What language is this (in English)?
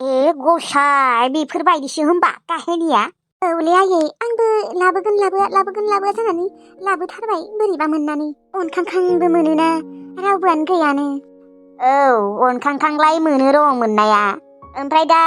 Bodo